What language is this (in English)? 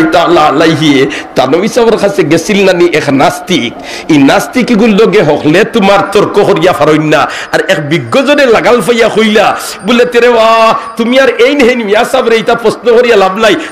Sylheti